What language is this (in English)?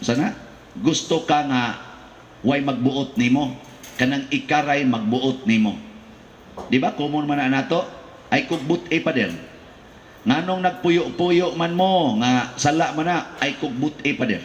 Cebuano